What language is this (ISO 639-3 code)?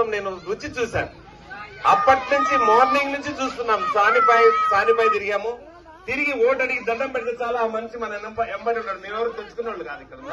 tel